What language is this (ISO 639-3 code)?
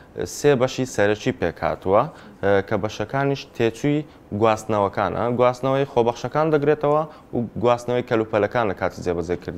ckb